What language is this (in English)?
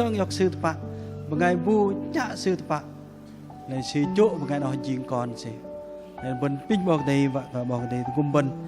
Bahnar